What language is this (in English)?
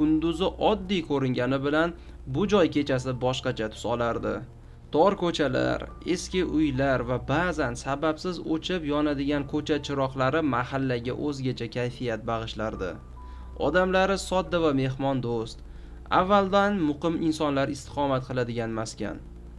Uzbek